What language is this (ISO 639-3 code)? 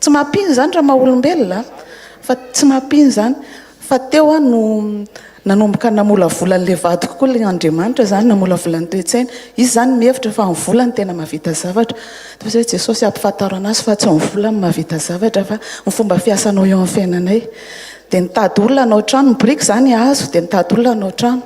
mlg